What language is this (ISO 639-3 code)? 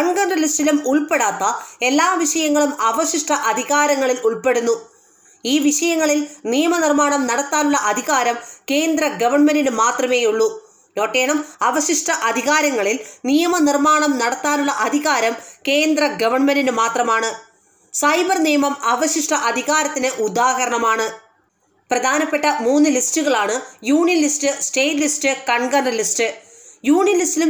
mal